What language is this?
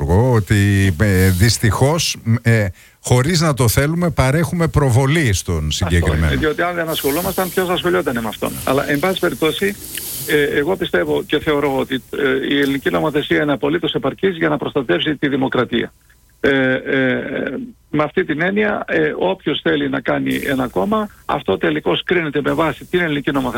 Greek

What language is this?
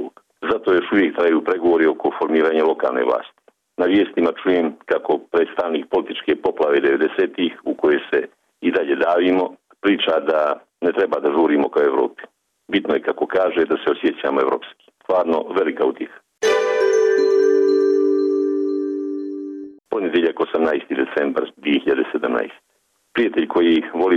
Bosnian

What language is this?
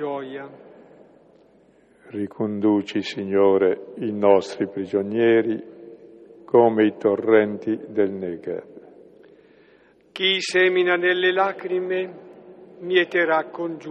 Italian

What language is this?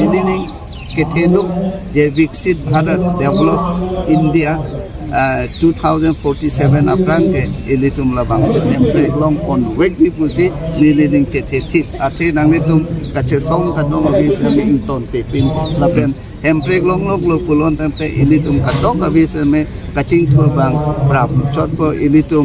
Karbi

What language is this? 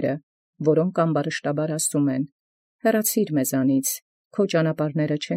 Armenian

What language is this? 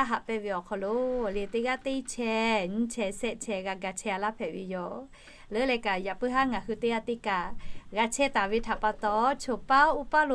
Lahu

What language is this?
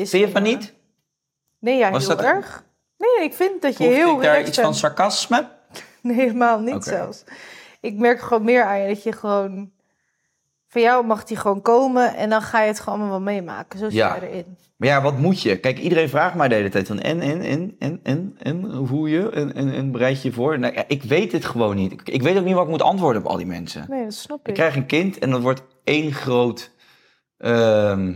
Dutch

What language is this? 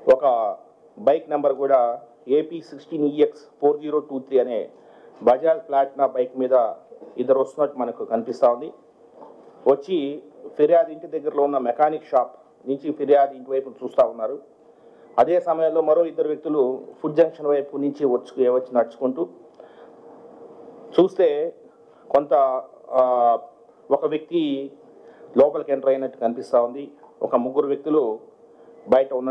Telugu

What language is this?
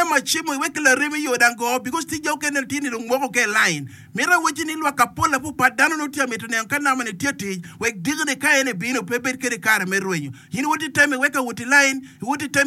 Acoli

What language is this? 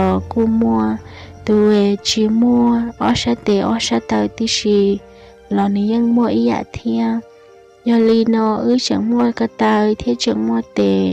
Hmong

